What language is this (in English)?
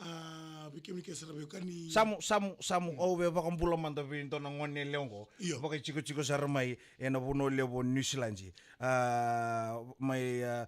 Fijian